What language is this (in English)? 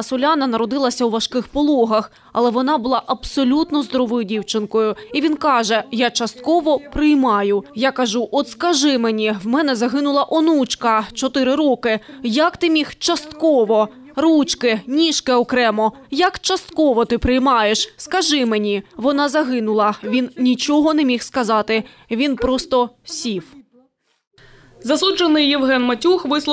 Ukrainian